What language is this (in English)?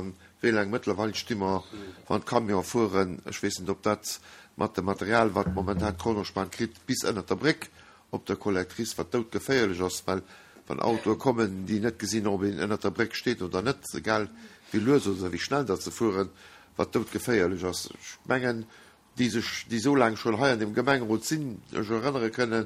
Luxembourgish